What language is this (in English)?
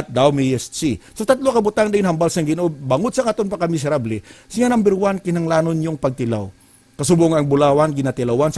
Hiligaynon